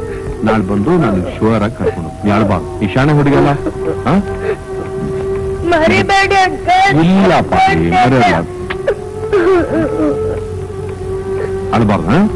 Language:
Kannada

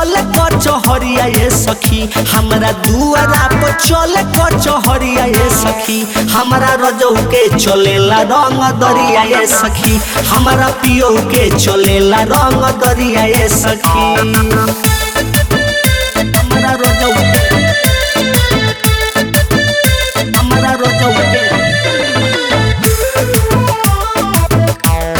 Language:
Bhojpuri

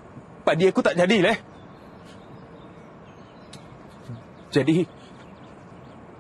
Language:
Malay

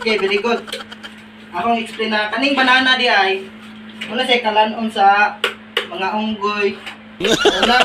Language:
Cebuano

